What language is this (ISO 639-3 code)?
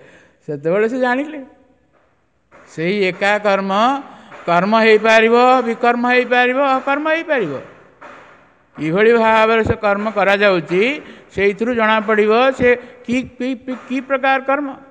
ori